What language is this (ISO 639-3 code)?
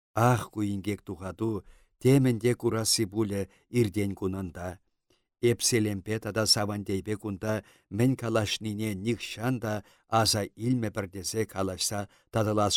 chv